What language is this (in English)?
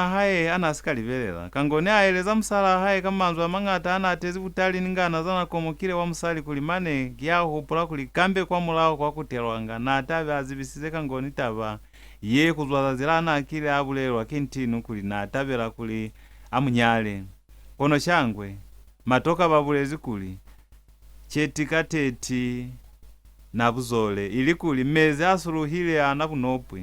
Lozi